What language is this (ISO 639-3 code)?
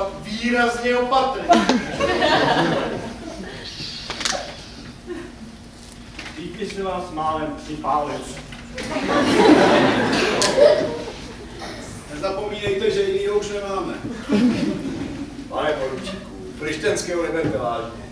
ces